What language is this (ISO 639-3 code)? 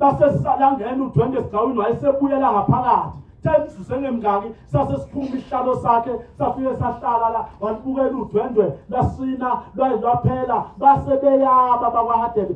zul